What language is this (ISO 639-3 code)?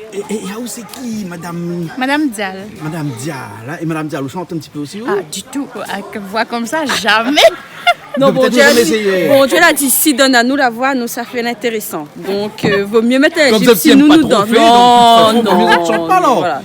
rcf